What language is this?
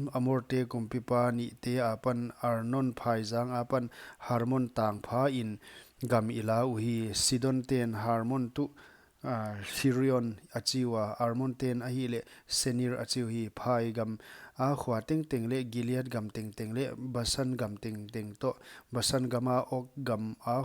Paite Chin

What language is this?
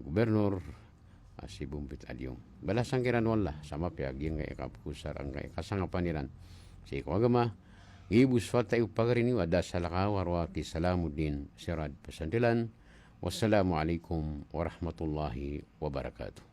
Maranao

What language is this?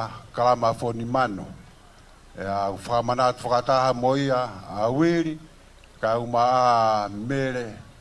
Tongan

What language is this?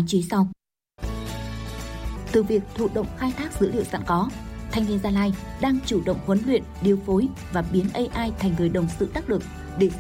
Vietnamese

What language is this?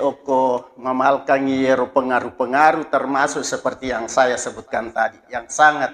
Buginese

